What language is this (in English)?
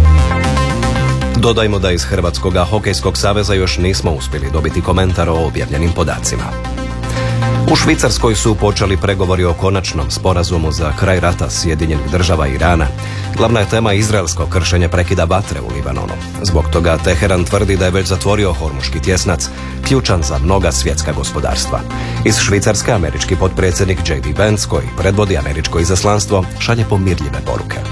Croatian